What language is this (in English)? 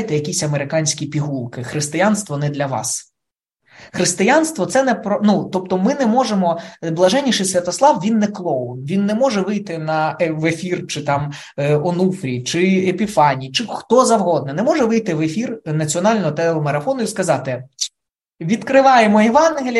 Ukrainian